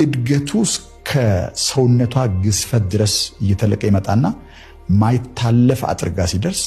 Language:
Amharic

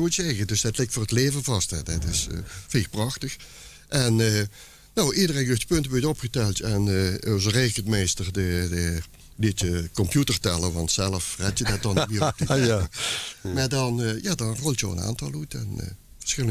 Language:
Limburgish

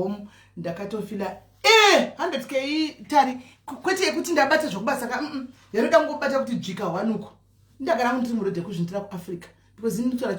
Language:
Shona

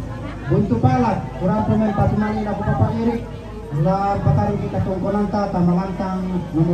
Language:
Toraja-Sa'dan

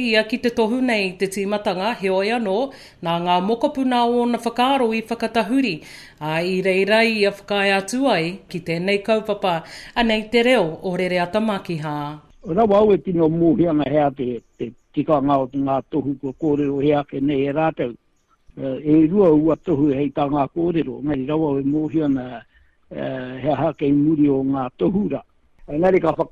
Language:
Māori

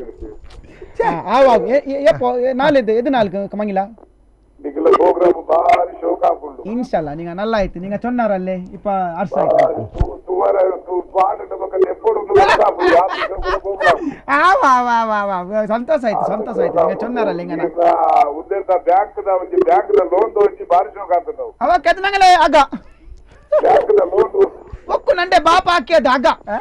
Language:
Kannada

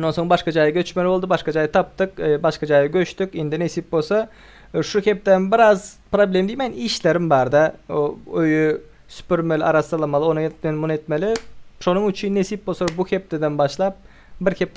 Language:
Turkmen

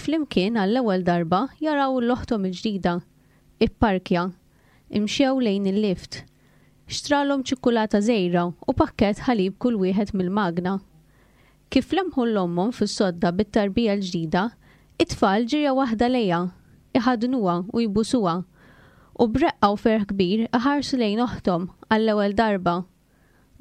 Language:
Maltese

